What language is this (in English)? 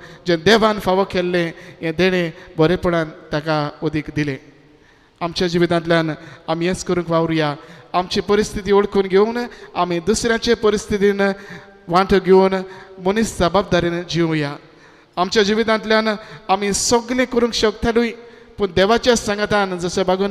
Konkani